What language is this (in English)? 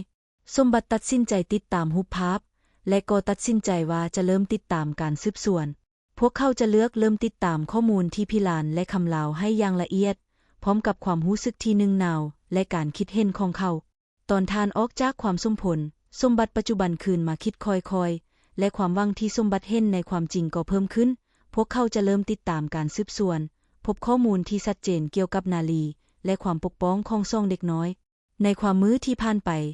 Lao